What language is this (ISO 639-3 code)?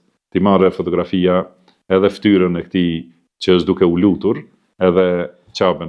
sqi